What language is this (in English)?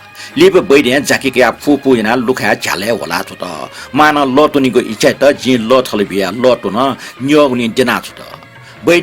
Newari